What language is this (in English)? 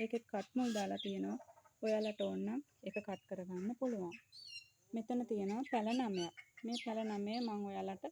Sinhala